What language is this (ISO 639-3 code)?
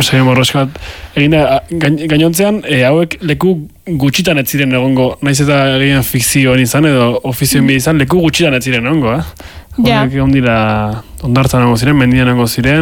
eus